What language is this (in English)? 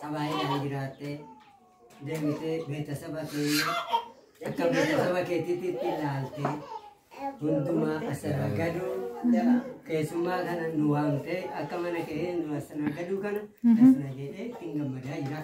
Oromo